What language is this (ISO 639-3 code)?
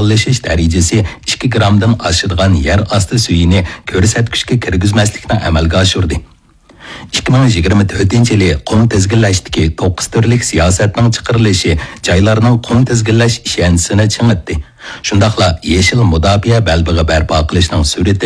uig